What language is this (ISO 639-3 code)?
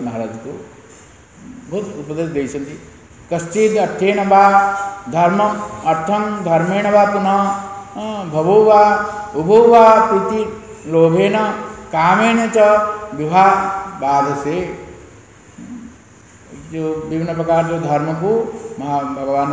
ori